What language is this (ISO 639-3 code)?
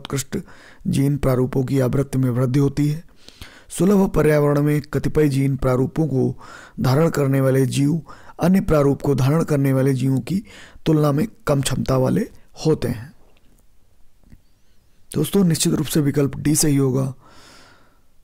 hin